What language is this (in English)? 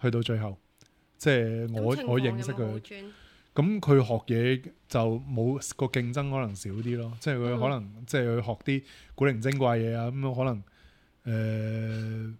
Cantonese